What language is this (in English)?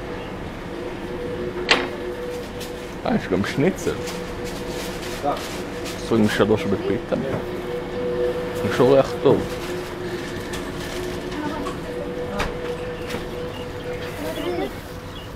Hebrew